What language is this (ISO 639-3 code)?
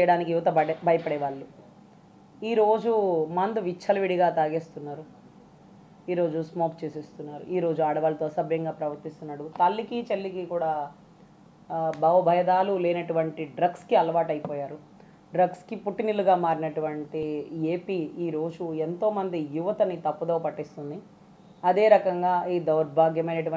tel